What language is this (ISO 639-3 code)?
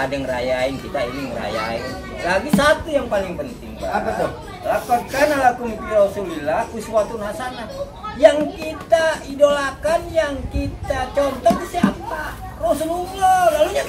bew